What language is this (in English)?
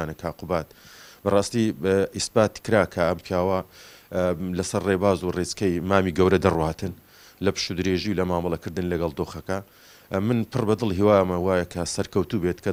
Central Kurdish